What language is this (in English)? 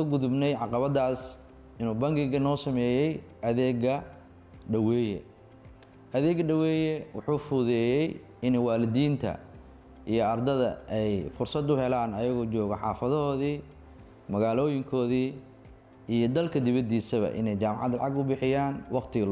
Somali